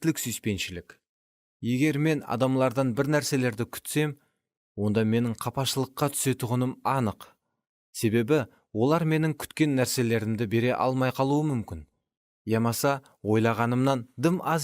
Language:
Kara-Kalpak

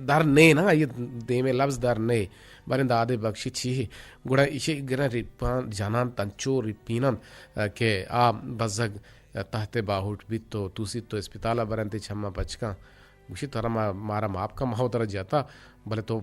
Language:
Eastern Balochi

